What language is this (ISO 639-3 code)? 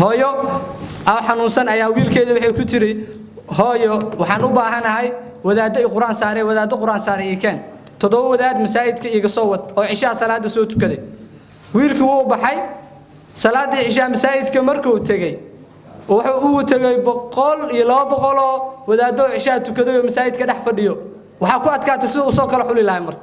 som